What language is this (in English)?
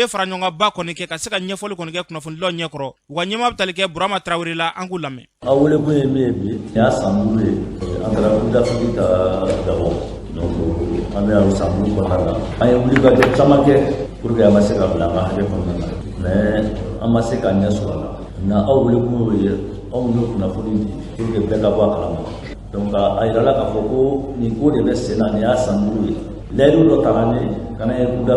Bambara